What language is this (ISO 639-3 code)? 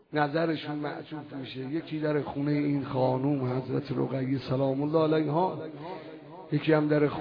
fas